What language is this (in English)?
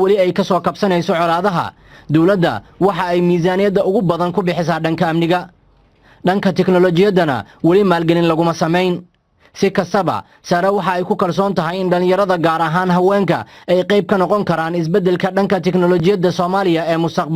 Somali